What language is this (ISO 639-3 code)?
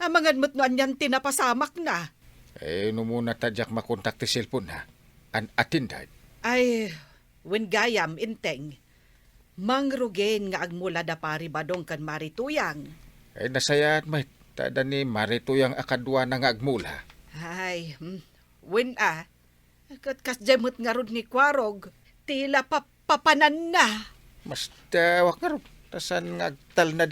ilo